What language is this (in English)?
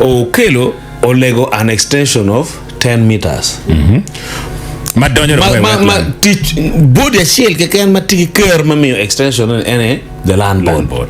Acoli